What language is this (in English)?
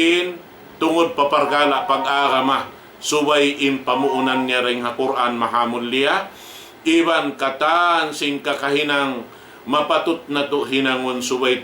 Tausug